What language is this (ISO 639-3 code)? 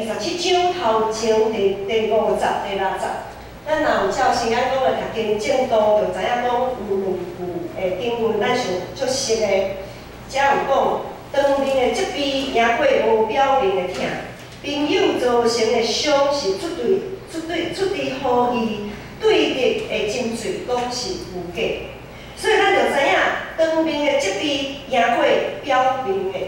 nan